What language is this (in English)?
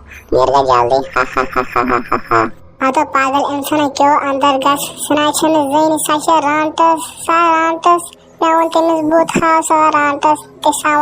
Kashmiri